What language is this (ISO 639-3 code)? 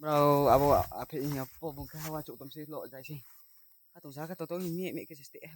ria